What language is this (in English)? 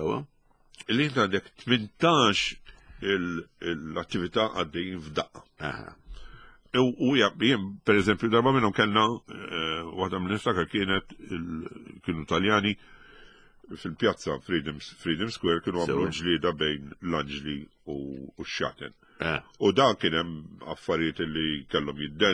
Maltese